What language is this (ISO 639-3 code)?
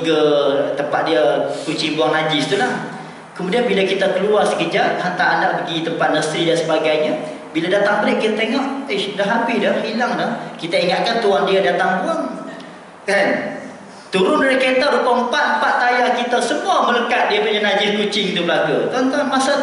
msa